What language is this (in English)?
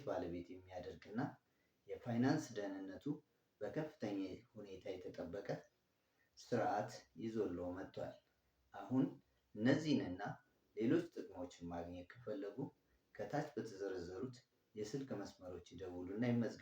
Amharic